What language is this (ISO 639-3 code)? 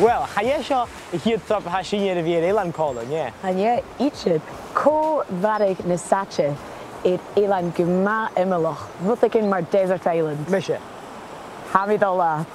gla